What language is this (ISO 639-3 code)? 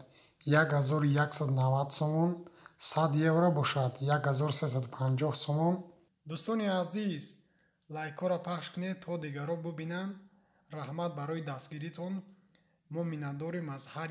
tgk